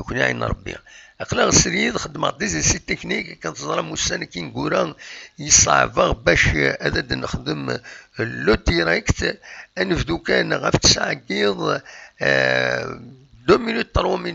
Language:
Kabyle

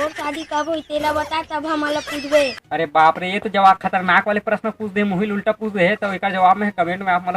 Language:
Chhattisgarhi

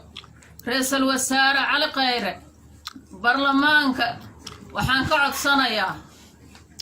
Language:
Somali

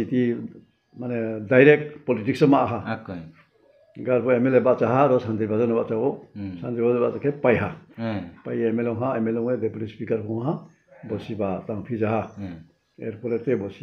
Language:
Riang (India)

